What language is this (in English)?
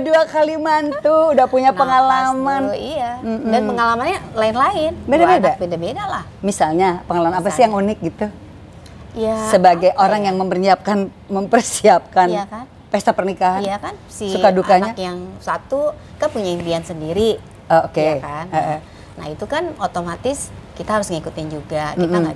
Indonesian